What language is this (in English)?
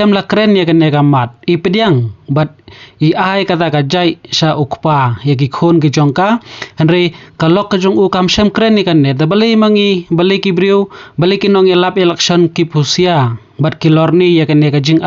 Khasi